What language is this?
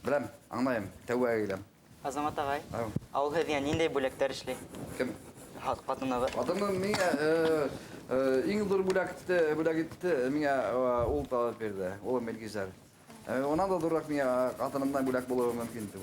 Bashkir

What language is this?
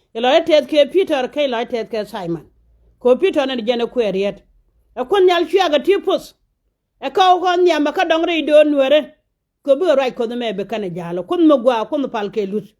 Nuer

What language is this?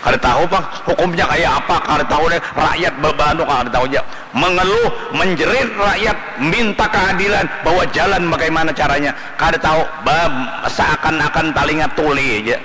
Banjar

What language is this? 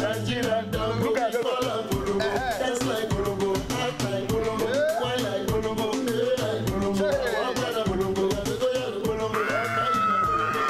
Nigerian Pidgin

